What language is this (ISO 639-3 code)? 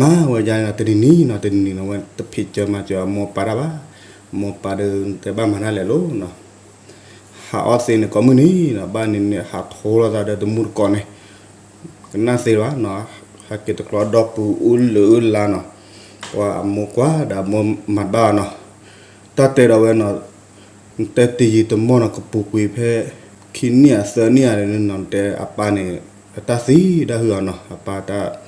ksw